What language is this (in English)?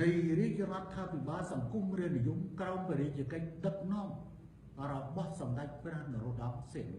Khmer